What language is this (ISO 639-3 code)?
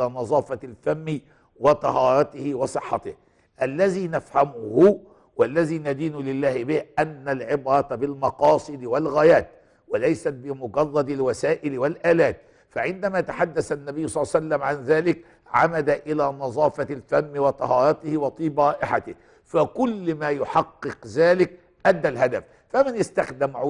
ara